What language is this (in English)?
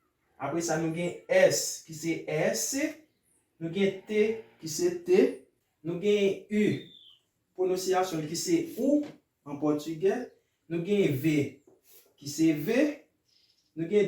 Haitian Creole